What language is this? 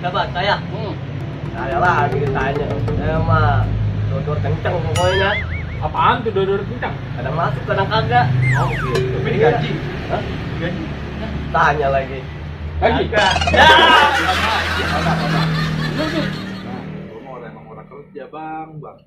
Betawi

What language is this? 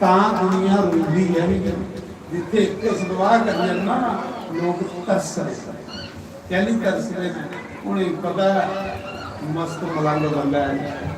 Dogri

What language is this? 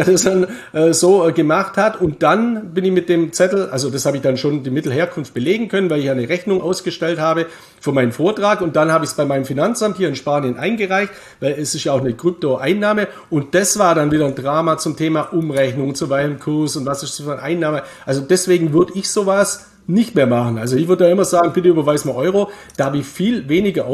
German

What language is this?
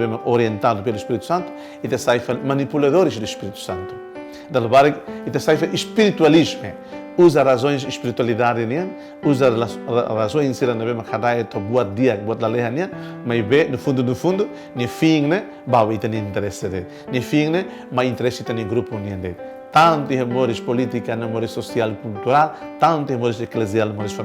Tetum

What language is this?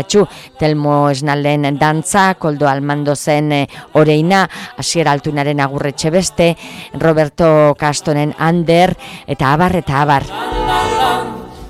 Basque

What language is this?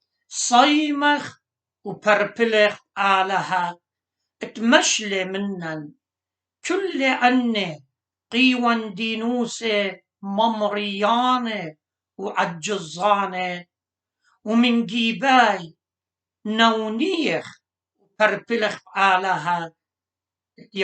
Assyrian Neo-Aramaic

